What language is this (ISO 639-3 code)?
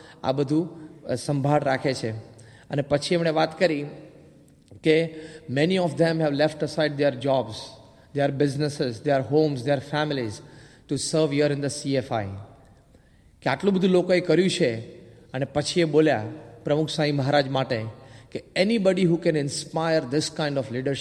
guj